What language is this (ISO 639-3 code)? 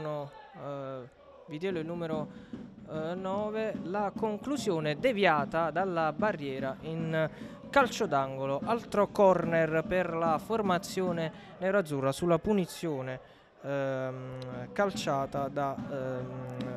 ita